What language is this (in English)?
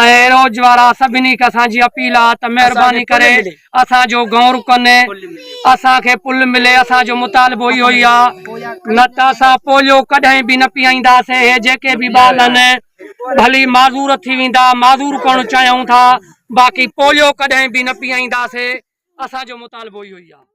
Sindhi